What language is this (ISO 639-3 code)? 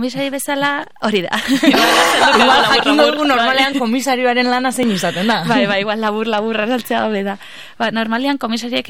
eus